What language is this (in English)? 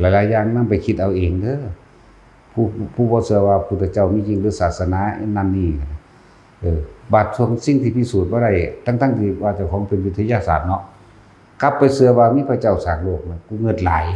Northeastern Thai